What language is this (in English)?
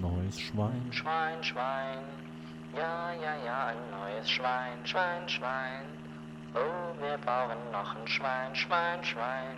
Swiss German